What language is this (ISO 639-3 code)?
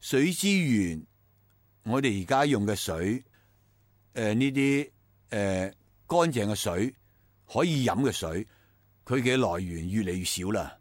yue